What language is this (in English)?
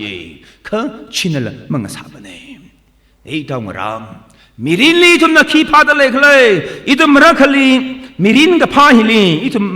Tangkhul Naga (India)